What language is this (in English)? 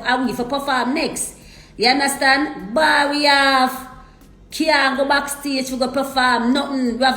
Jamaican Creole English